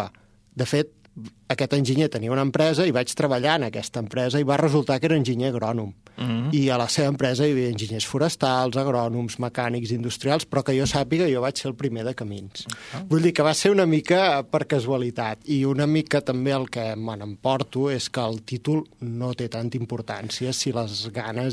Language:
Catalan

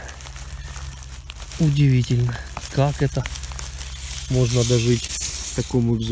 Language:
Russian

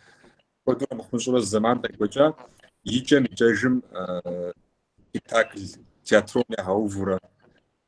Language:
Kabardian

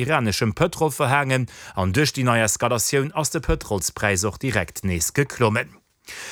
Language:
Luxembourgish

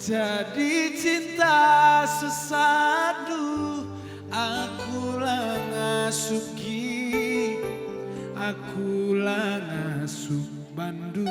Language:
Batak Karo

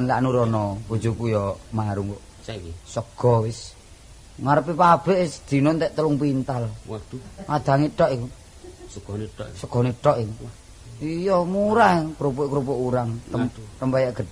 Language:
Javanese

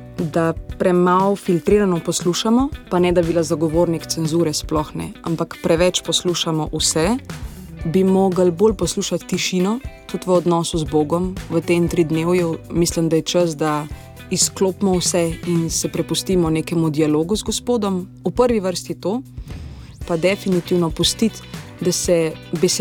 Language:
Slovenian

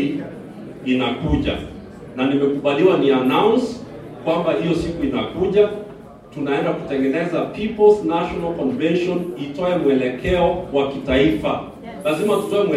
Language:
Swahili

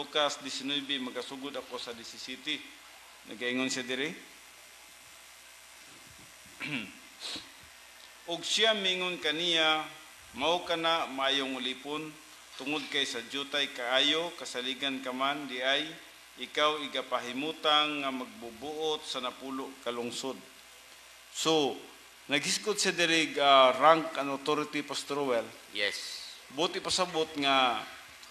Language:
Cebuano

